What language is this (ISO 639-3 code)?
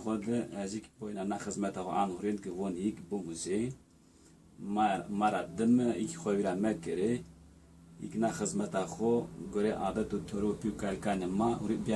zza